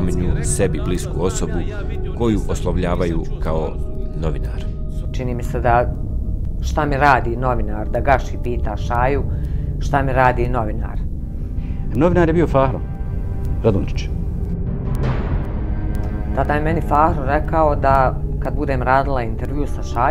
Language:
Bosnian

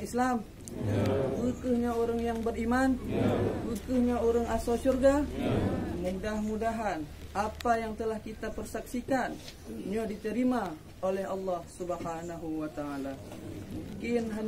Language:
Achinese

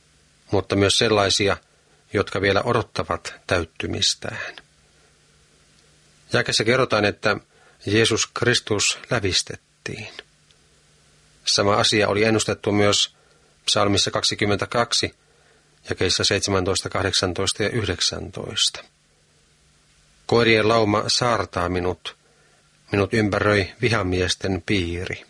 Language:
Finnish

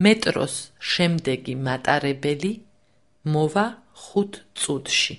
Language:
Georgian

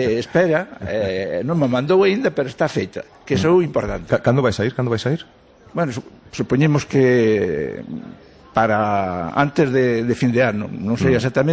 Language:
Galician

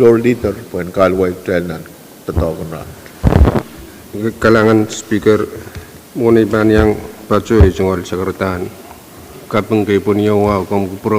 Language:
Pohnpeian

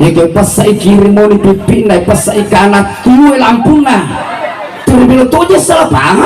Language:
Buginese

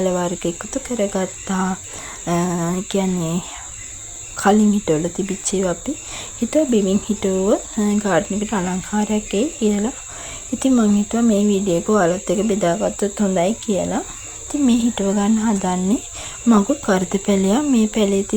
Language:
Sinhala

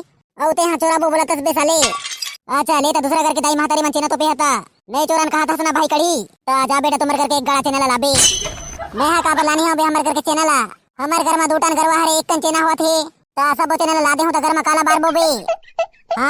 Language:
Chhattisgarhi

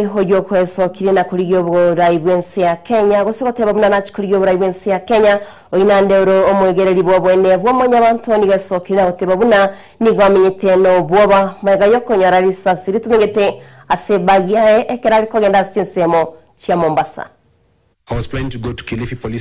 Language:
Gusii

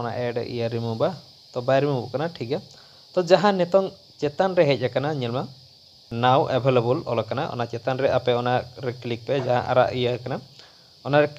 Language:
Santali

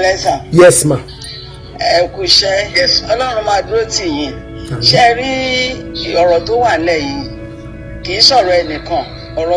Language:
Yoruba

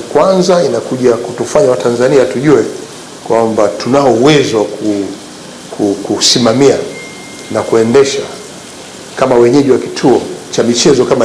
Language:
Swahili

